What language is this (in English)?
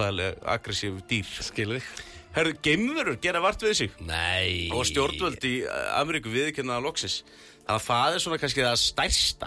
Icelandic